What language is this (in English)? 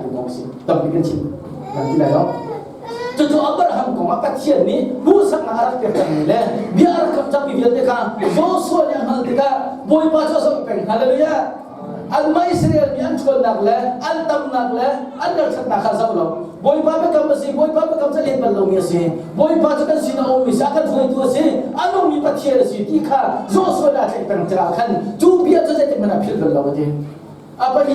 Hakha Chin